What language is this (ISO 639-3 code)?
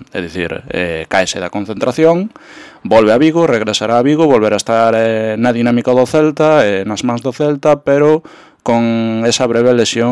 glg